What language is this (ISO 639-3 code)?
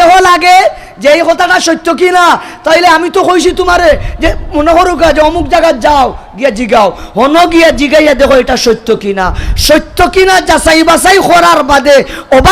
syl